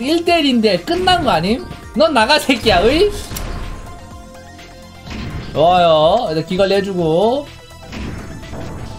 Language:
Korean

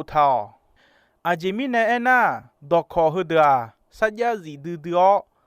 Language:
Akha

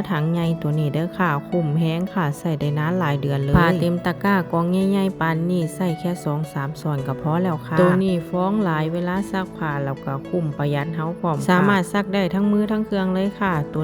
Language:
Northeastern Thai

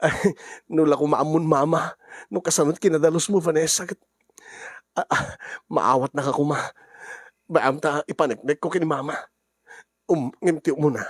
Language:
Iloko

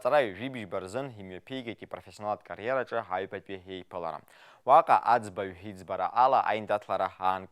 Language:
Abkhazian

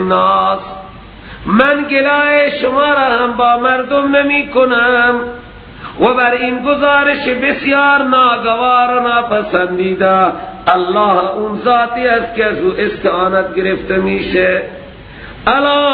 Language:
Persian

